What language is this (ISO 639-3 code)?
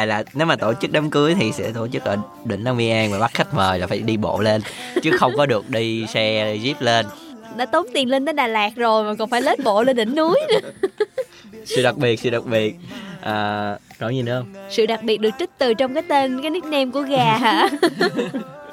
vie